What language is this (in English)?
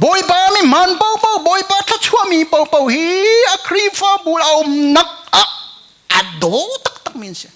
Hakha Chin